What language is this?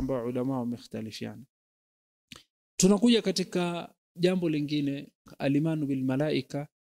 Swahili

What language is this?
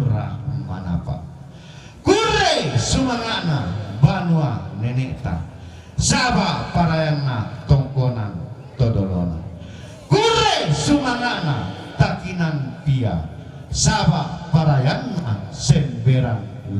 Toraja-Sa'dan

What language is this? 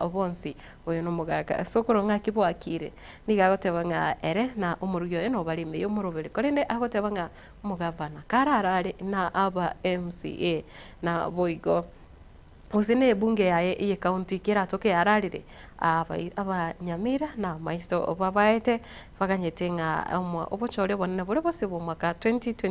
Gusii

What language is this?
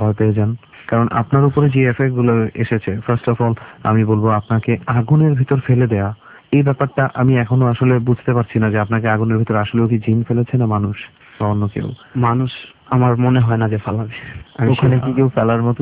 Bangla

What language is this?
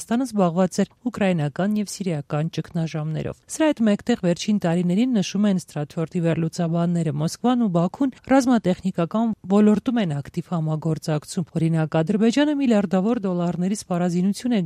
Armenian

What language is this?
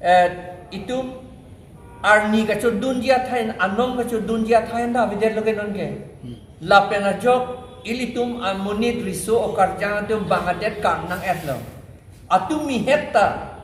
Karbi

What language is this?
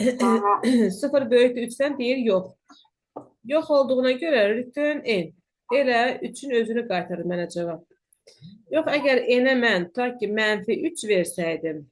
Azerbaijani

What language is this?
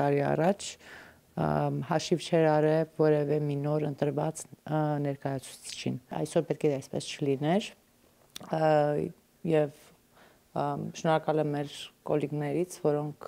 Armenian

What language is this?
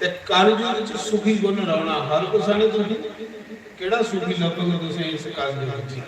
Dogri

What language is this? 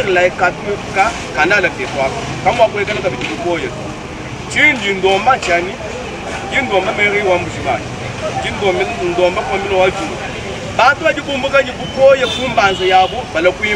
Luba-Lulua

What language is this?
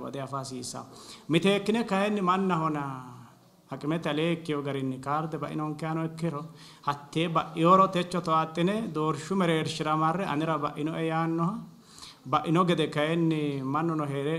Sidamo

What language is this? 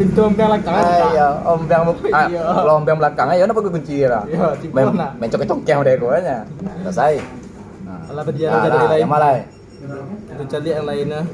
Minangkabau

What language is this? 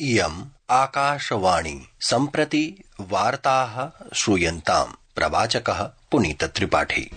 Sanskrit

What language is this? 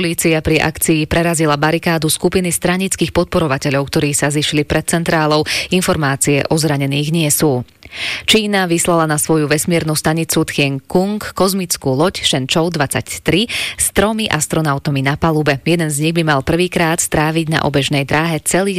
Slovak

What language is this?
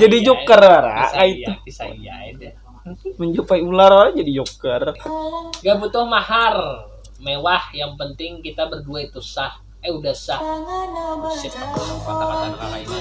Banjar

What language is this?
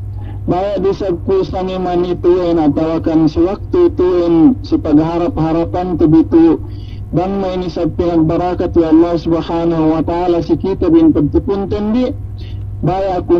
Yakan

